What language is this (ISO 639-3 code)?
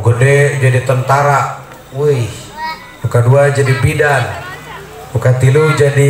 sun